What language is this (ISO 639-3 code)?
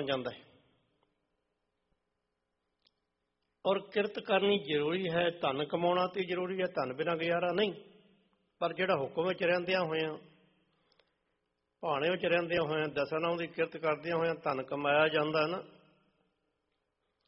pan